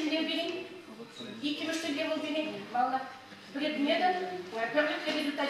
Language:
Chuvash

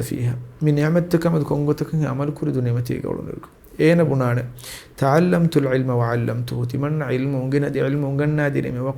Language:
Divehi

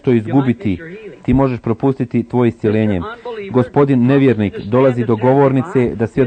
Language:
Croatian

